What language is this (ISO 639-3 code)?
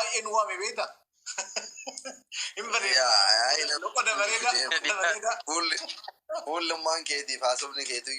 orm